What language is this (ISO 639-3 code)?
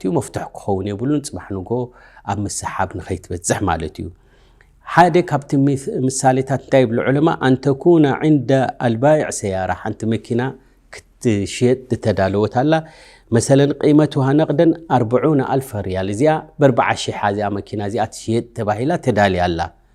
tir